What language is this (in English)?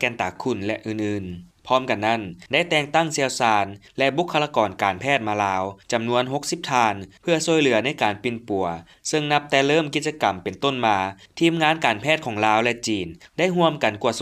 Lao